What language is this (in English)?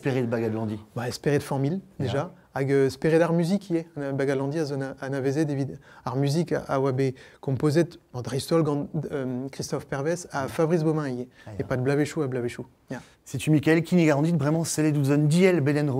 Breton